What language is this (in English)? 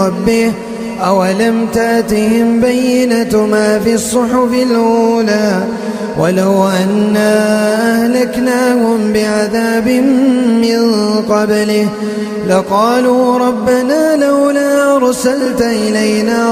Arabic